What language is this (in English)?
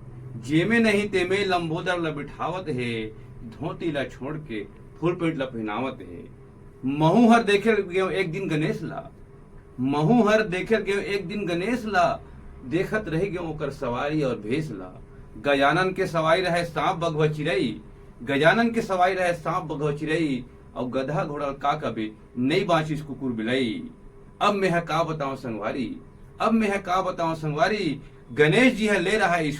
Chhattisgarhi